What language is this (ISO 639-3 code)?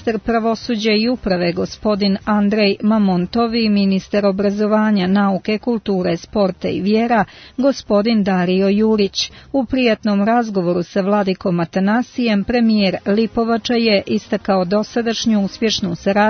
srp